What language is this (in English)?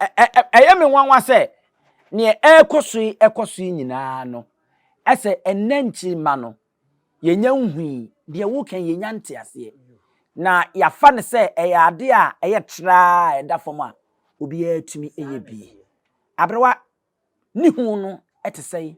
Akan